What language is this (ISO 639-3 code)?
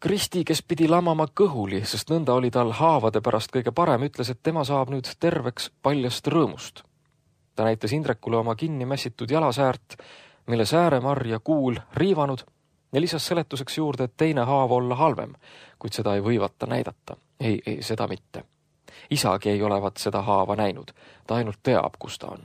est